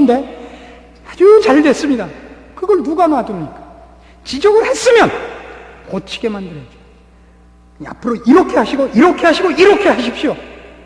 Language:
Korean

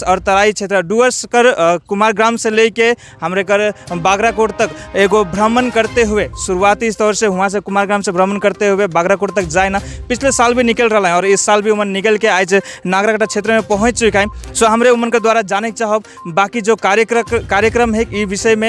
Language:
Sadri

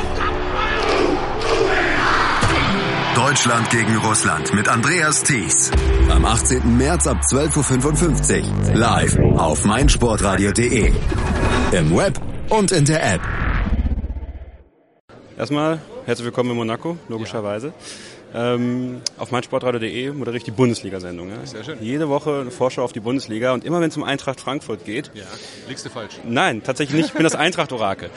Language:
German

